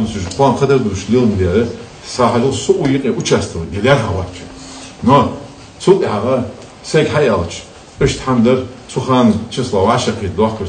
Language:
Ingush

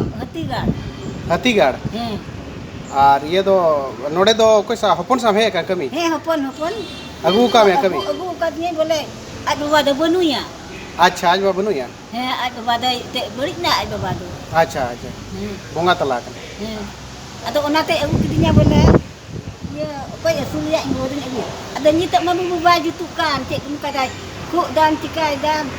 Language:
Santali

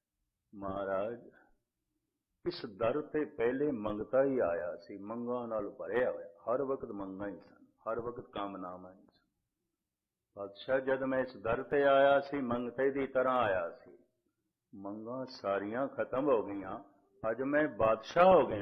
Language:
Punjabi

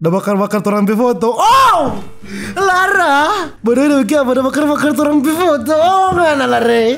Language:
Manado Malay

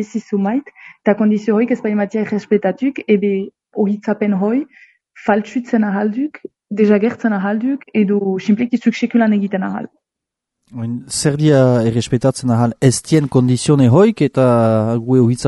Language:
Basque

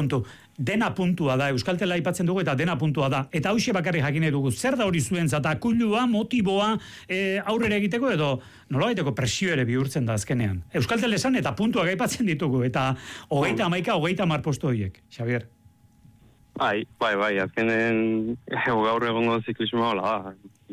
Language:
Basque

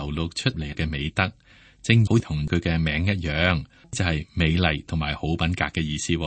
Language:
Cantonese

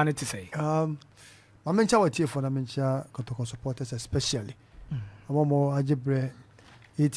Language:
Akan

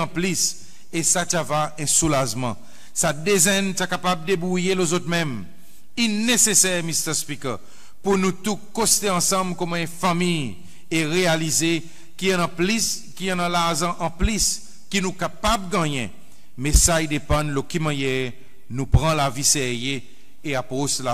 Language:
Seselwa Creole French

